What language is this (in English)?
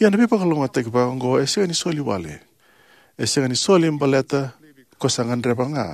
Fijian